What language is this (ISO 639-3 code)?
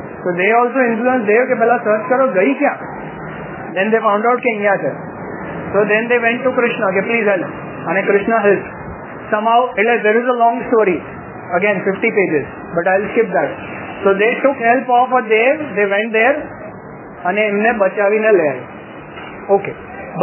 guj